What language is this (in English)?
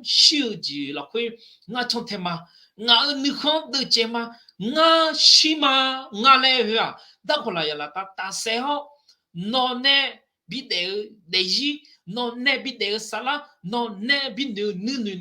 Akha